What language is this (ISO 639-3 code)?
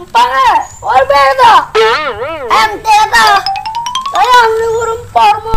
ace